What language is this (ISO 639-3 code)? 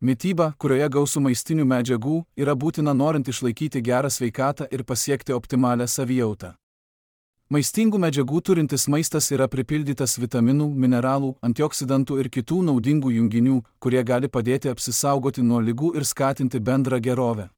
lit